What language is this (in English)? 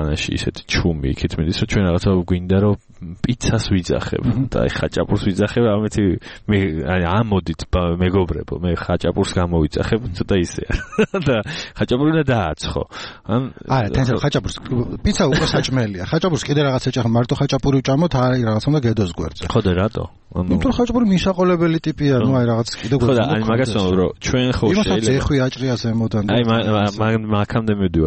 Georgian